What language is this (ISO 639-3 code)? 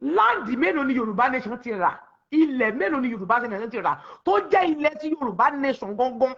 yor